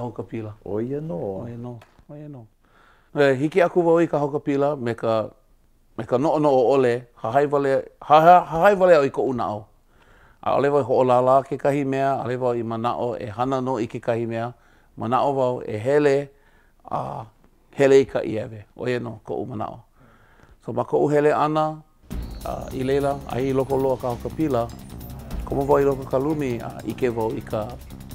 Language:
Hawaiian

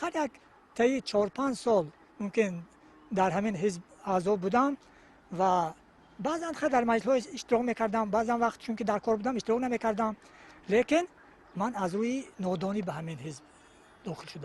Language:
Tajik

